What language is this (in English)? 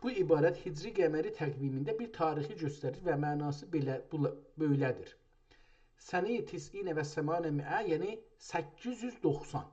South Azerbaijani